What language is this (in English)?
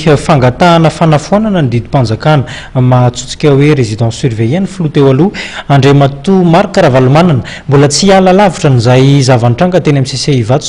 Malagasy